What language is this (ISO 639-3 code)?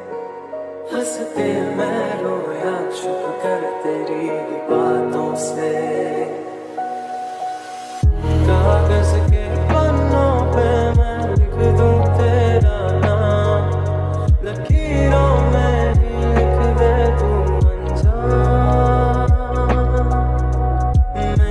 hin